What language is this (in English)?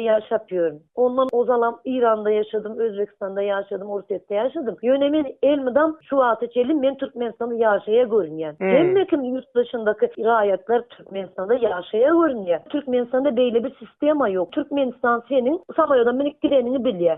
Turkmen